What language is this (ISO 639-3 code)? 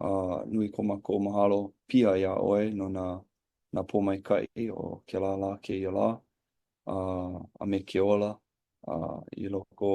haw